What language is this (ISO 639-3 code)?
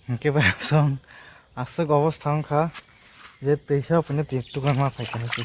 trp